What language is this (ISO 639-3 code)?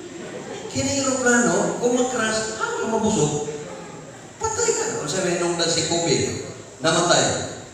ceb